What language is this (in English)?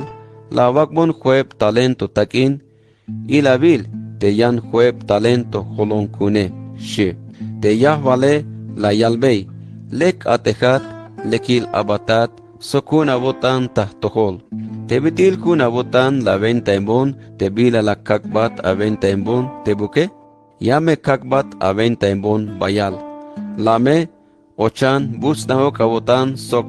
Tzeltal